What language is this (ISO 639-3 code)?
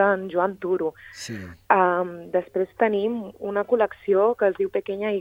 cat